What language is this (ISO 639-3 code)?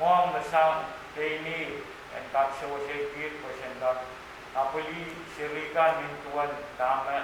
pon